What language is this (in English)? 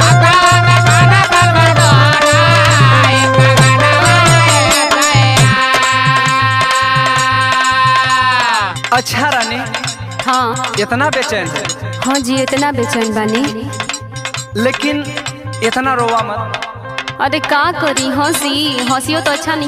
Bhojpuri